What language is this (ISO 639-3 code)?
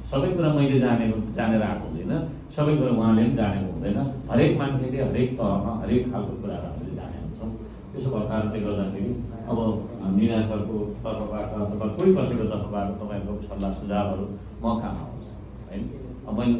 nep